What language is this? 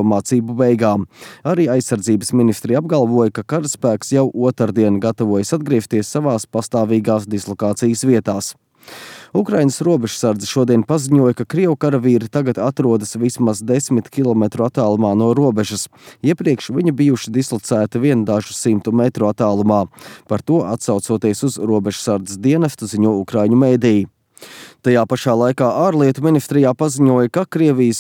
Latvian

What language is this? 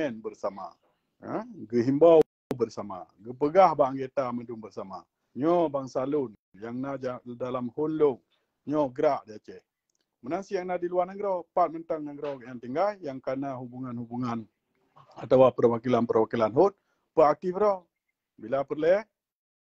Achinese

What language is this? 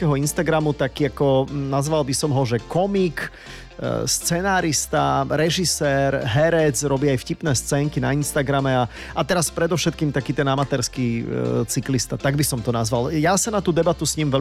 Slovak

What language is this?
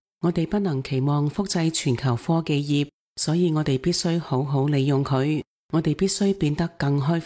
Cantonese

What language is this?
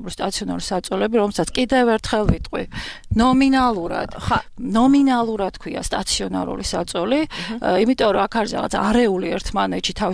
Georgian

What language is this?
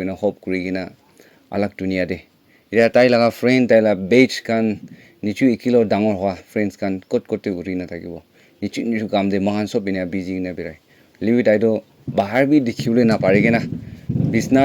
Naga Pidgin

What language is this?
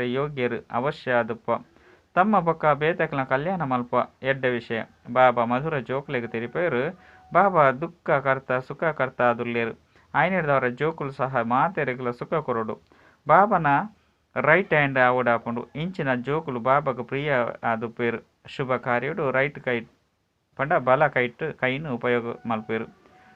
Tulu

